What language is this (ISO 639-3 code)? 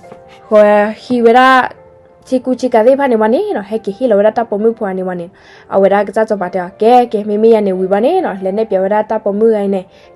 ksw